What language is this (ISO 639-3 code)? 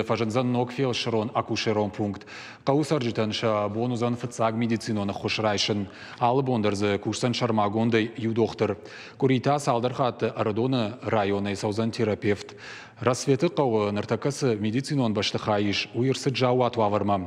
oss